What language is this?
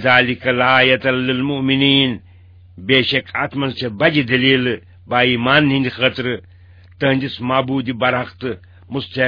Kashmiri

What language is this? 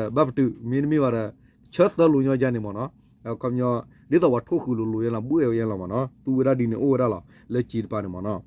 S'gaw Karen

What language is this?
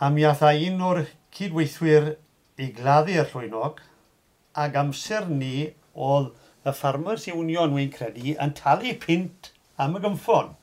Welsh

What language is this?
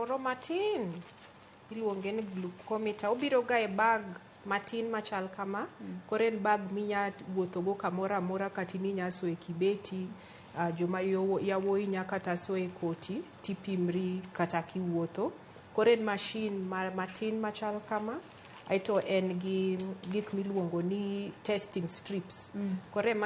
Luo (Kenya and Tanzania)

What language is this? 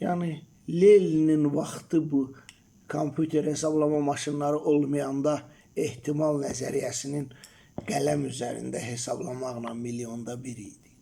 Azerbaijani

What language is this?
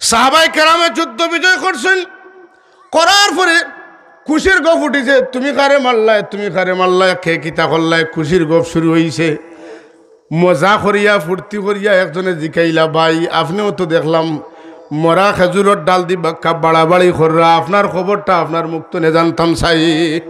Sylheti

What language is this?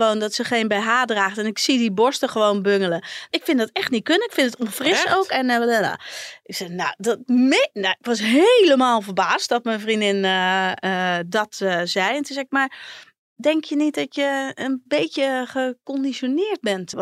Dutch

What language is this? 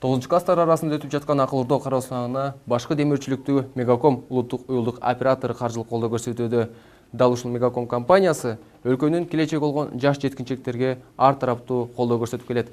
Kyrgyz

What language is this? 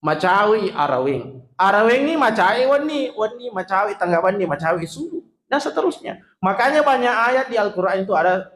Buginese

